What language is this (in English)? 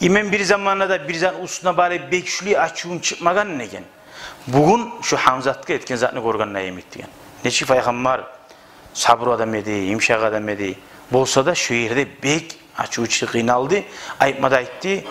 Kumyk